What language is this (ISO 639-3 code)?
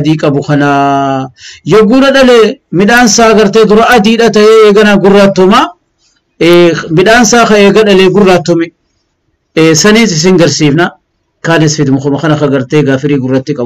orm